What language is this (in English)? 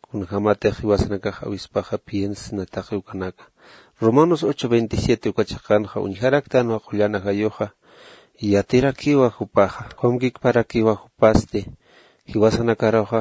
Aymara